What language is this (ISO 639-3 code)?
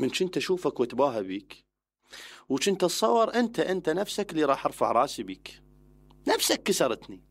acm